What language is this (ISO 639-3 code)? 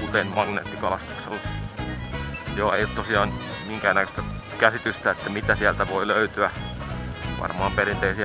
fin